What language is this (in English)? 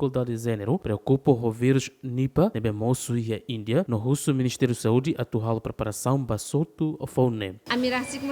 Tetum